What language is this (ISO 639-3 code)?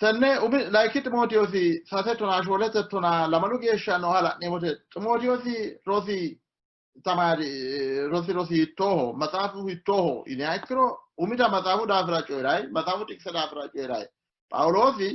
sid